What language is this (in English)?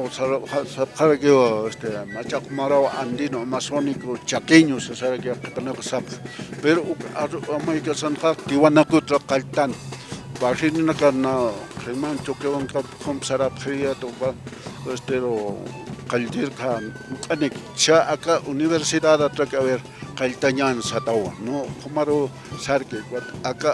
Aymara